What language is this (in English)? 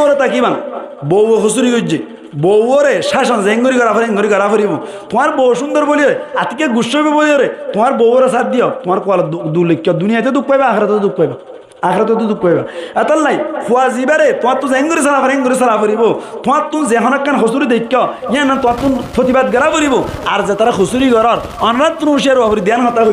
Rohingya